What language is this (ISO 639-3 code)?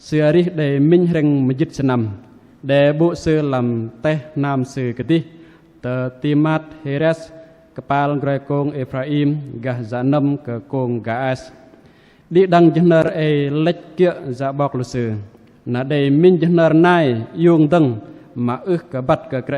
bdq